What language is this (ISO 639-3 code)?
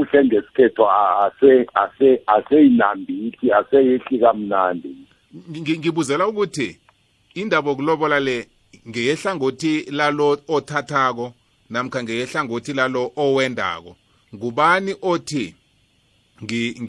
nbl